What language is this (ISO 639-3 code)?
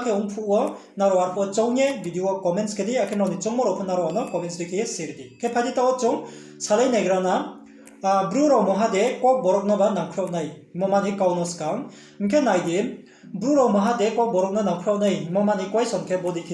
ria